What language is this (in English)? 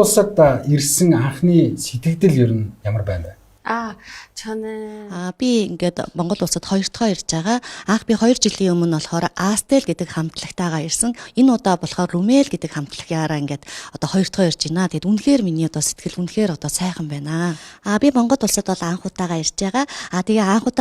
Mongolian